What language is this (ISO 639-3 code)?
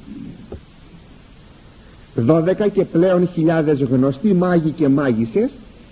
ell